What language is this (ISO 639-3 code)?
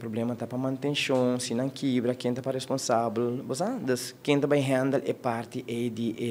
pap